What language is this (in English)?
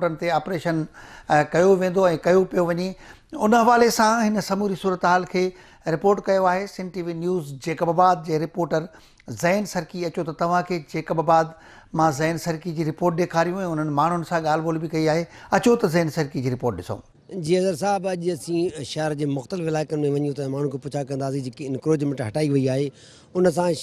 Sindhi